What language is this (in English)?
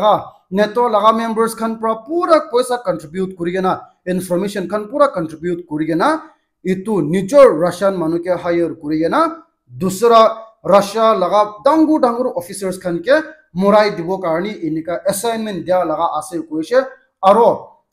Naga Pidgin